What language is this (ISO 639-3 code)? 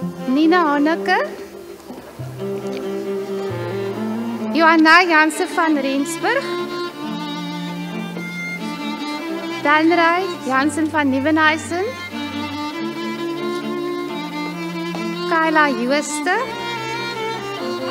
afr